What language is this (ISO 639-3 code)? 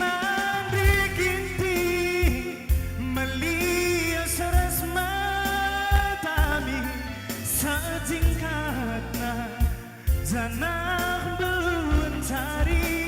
btx